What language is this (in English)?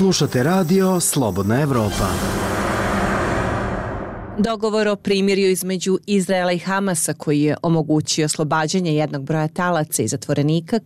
Bosnian